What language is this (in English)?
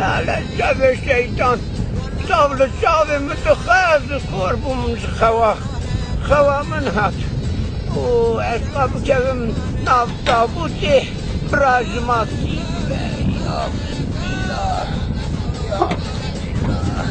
Kurdish